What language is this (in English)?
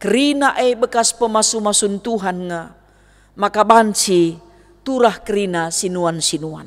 Batak Karo